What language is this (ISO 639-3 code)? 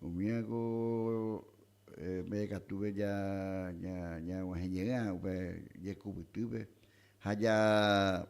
grn